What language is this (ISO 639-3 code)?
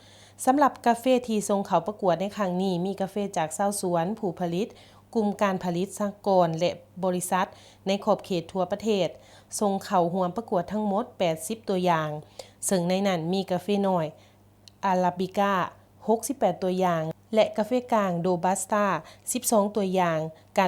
lao